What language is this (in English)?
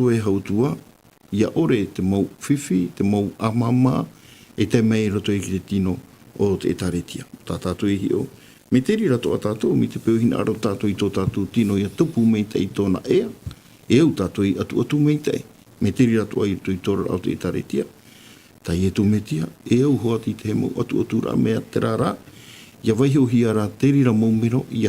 Tahitian